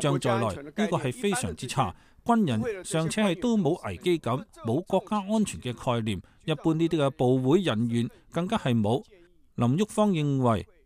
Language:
Cantonese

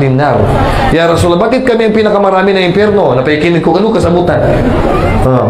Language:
Filipino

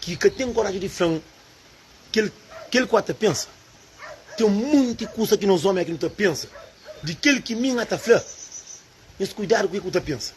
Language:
Kabuverdianu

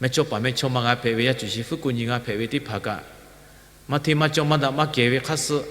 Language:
Lahu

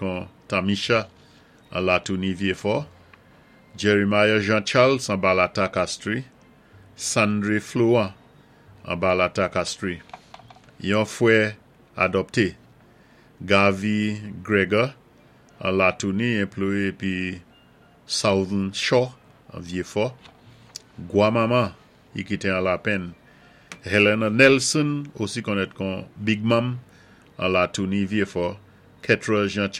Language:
Saint Lucian Creole French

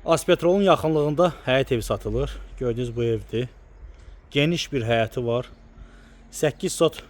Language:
Azerbaijani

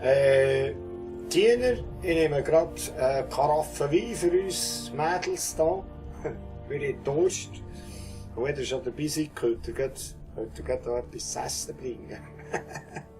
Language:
Swiss German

